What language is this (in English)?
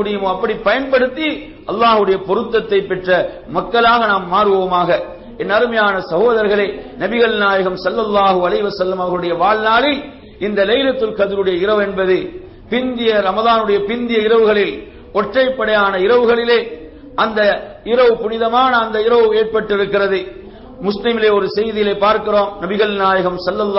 Tamil